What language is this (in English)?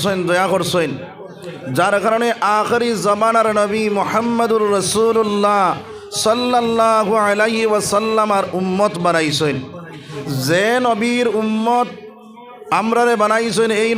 Sylheti